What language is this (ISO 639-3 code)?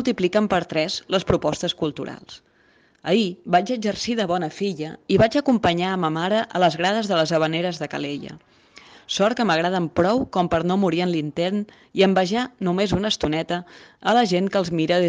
cat